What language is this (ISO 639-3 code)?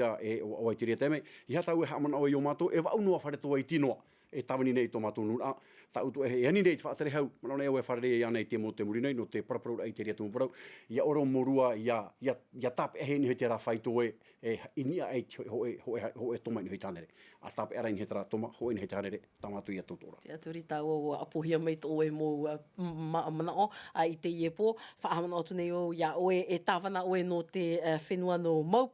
tah